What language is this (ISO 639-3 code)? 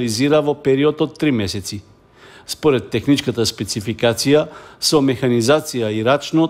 mkd